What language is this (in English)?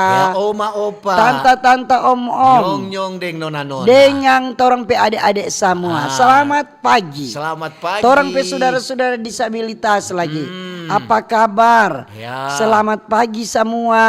Manado Malay